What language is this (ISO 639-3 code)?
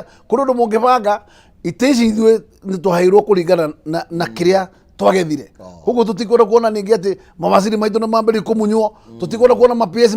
kik